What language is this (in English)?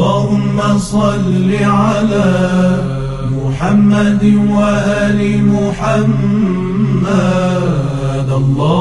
Persian